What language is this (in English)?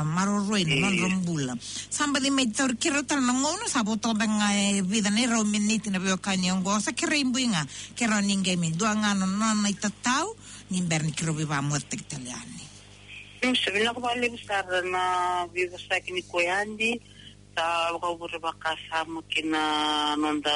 Fijian